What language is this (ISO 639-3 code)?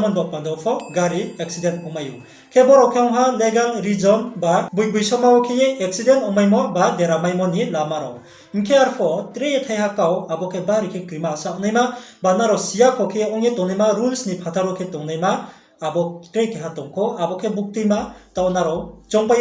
ria